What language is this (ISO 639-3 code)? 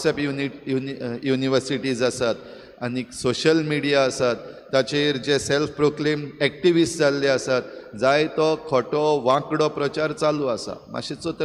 kok